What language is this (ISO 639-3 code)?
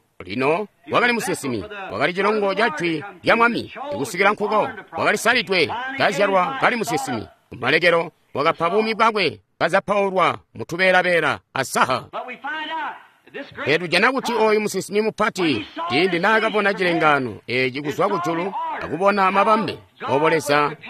toi